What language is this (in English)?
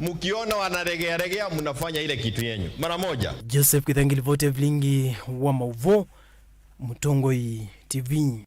Kamba